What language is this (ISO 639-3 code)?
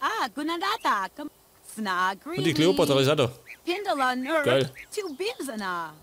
bar